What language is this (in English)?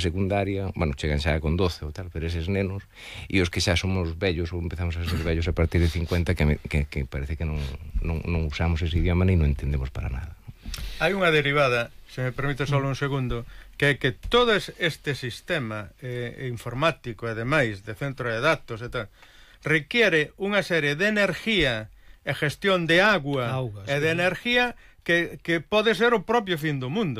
Galician